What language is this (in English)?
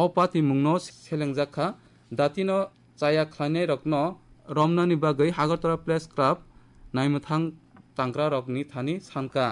Kok Borok